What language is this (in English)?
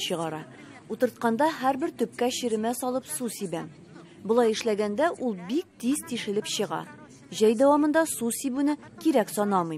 Tatar